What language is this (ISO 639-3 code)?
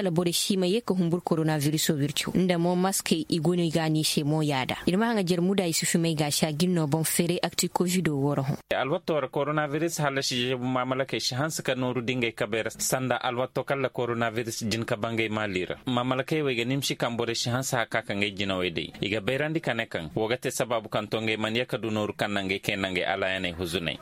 ses